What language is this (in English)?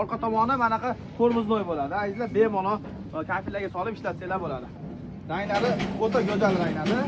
Uzbek